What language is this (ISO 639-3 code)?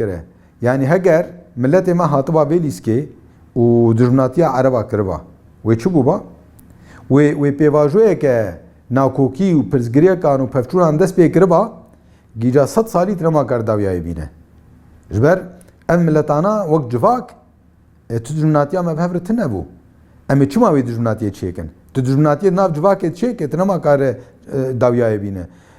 kur